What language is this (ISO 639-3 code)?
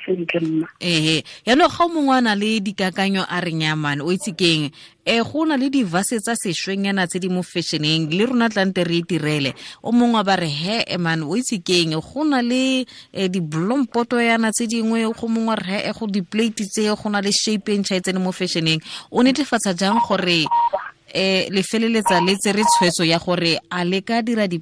tsn